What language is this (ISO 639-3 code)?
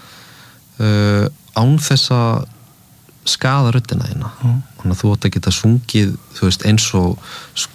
isl